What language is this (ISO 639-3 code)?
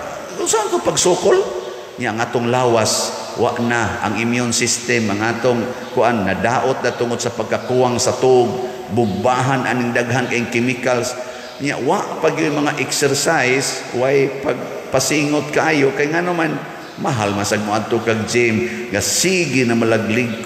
ceb